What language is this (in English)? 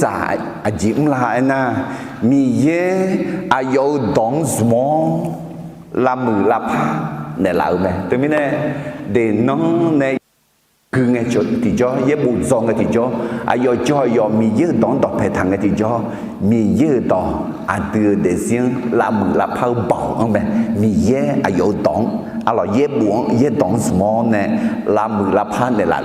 Akha